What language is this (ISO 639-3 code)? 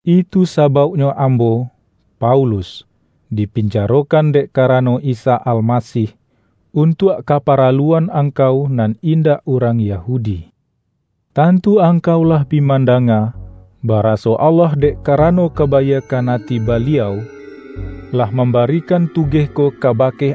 min